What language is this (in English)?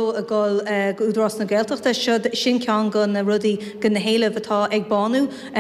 Irish